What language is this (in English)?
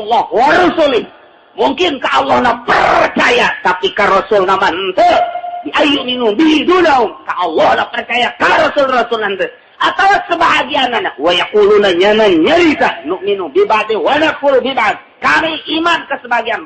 Sundanese